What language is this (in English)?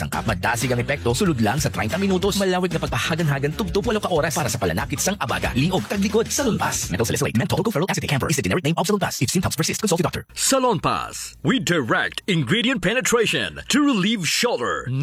Hiligaynon